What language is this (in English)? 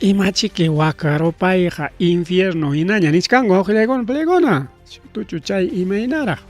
Ayacucho Quechua